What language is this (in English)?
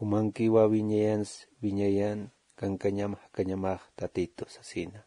Aymara